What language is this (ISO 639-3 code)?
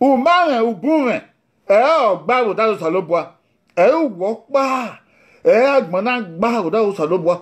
bin